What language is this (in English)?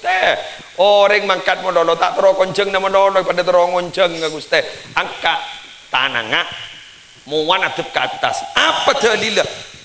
Madurese